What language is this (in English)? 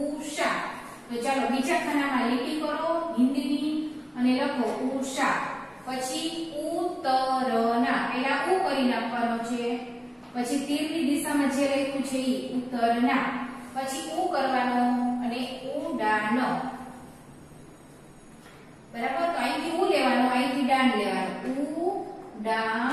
Gujarati